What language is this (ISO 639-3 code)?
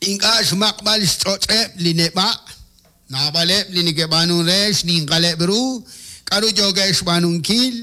kek